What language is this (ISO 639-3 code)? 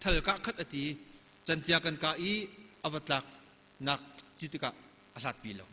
cnh